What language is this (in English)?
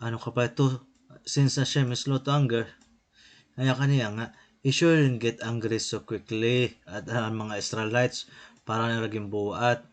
Waray